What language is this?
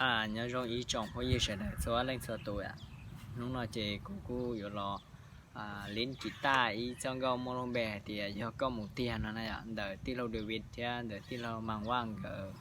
Hmong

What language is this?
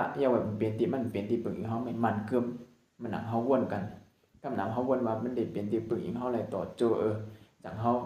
Shan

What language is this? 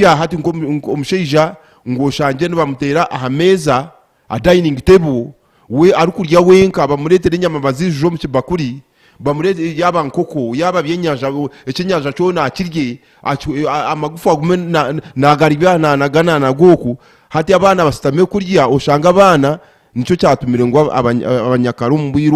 Nyankole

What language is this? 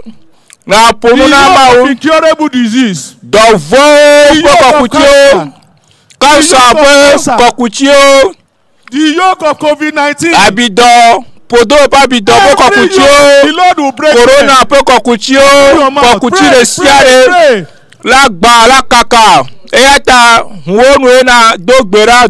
Ewe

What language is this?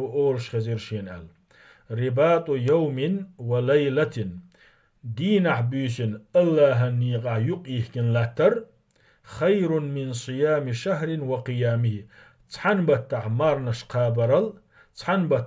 Chechen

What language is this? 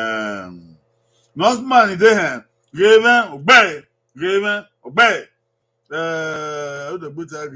Bini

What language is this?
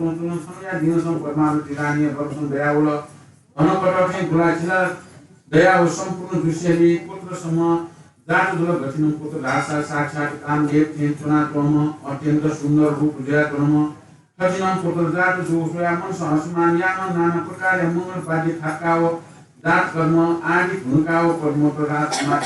Newari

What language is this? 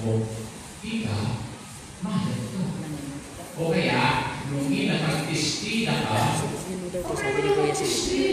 Pampanga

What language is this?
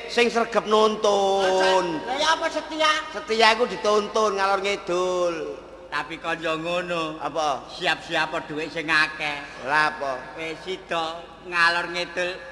Javanese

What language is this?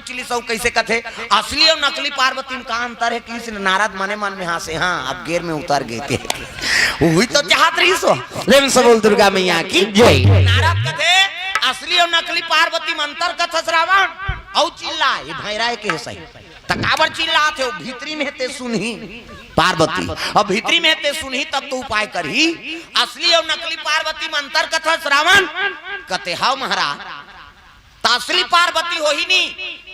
Chhattisgarhi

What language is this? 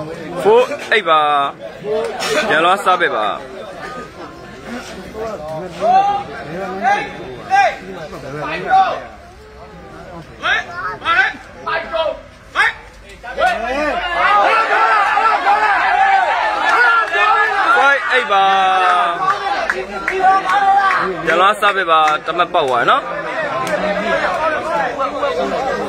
Burmese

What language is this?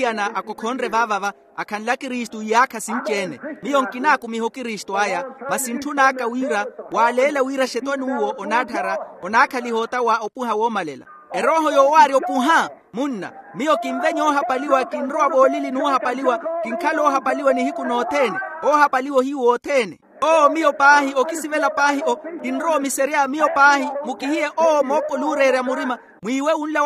Makhuwa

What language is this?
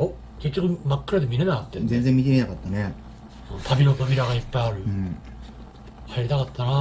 Japanese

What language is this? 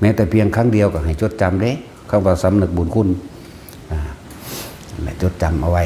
Northeastern Thai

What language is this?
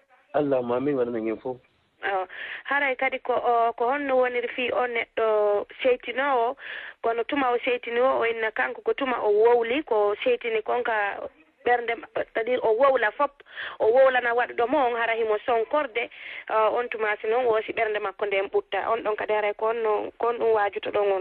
Fula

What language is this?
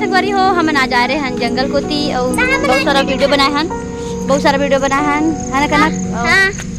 Chhattisgarhi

